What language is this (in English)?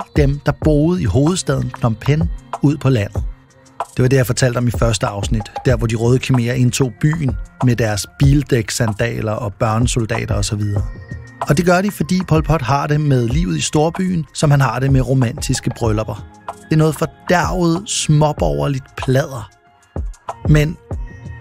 Danish